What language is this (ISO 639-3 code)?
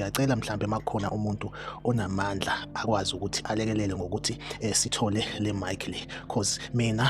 zul